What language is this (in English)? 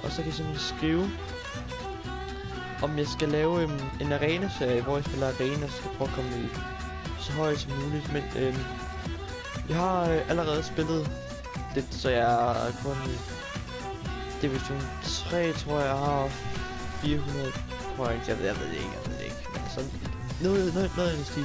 Danish